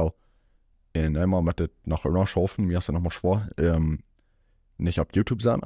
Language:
Plautdietsch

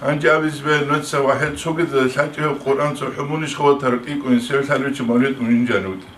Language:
Avaric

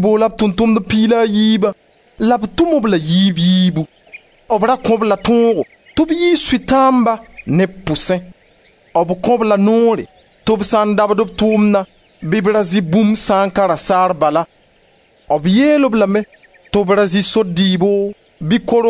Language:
Mossi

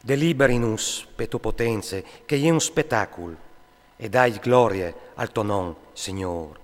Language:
Friulian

